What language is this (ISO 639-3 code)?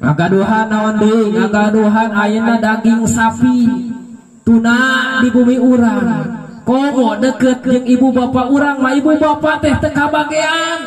sun